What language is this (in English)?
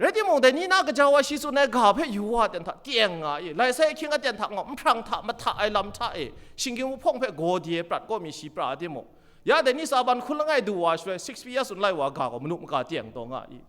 Kachin